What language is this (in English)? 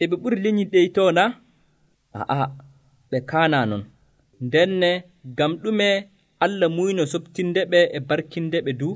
Nigerian Fulfulde